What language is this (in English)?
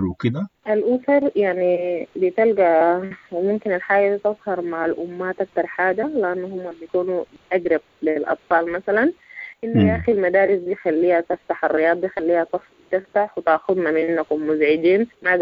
Sudanese Arabic